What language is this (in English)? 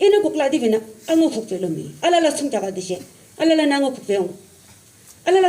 Yimchungru Naga